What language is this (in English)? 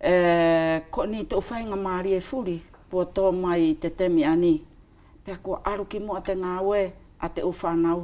Wallisian